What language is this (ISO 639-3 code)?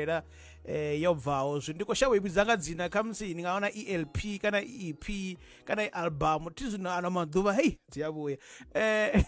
ven